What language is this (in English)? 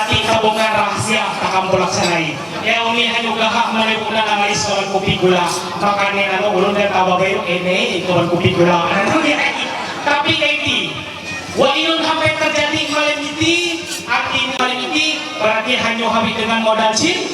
Ma'anyan